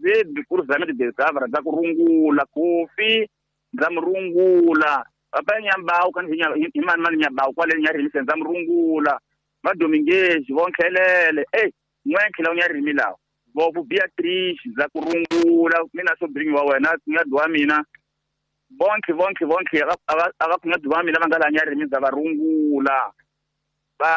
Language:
Tsonga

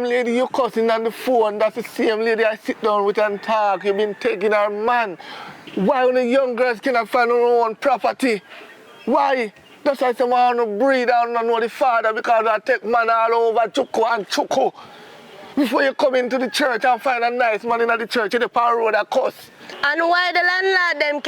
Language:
Jamaican Creole English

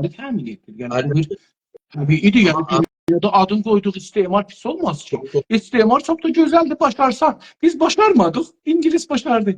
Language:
South Azerbaijani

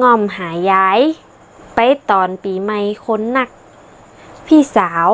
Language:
Northern Thai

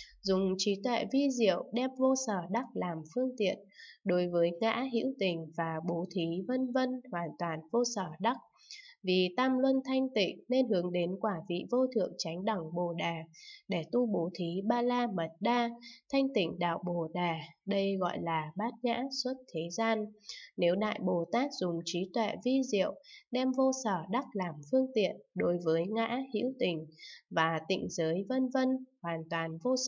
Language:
Vietnamese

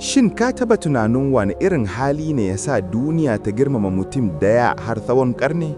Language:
Hausa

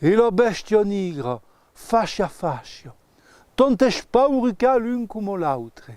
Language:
Occitan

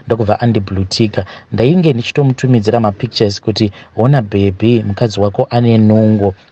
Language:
Shona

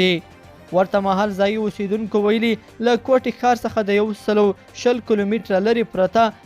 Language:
Pashto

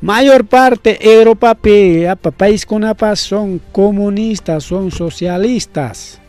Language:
Ayacucho Quechua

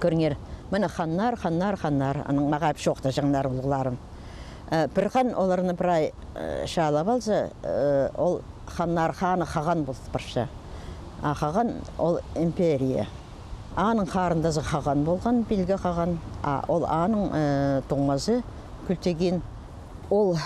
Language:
Khakas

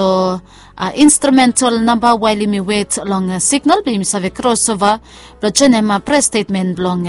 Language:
Bislama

